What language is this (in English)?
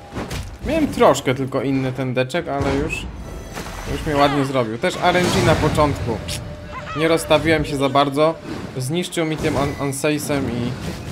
Polish